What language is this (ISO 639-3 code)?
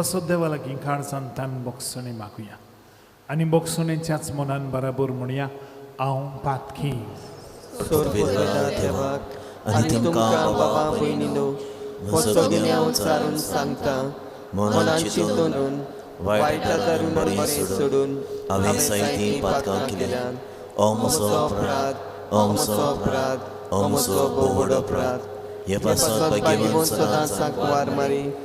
kok